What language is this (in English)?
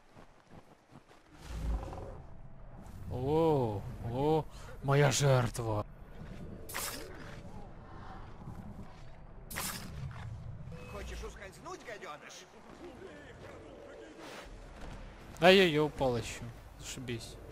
Russian